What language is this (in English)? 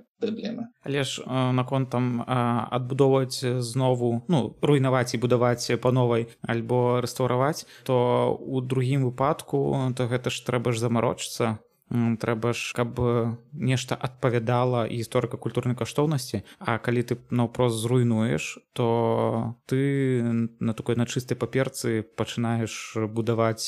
Belarusian